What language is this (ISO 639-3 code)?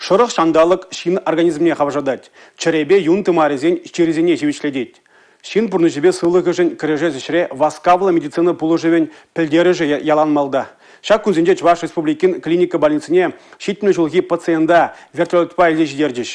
chv